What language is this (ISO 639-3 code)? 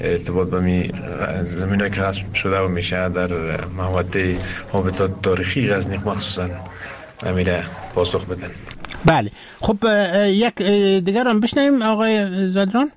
fas